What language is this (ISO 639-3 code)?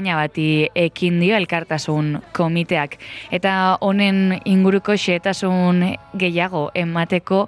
eus